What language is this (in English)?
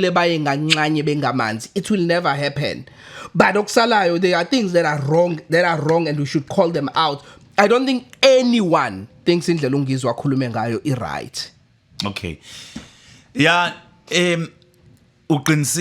Zulu